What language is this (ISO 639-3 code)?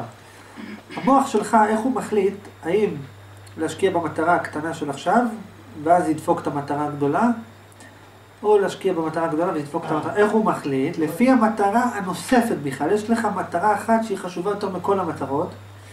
heb